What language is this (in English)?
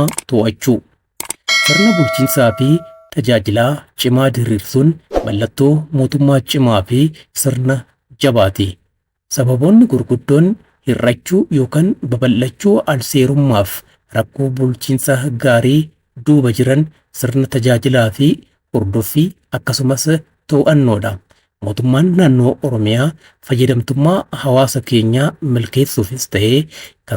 Oromo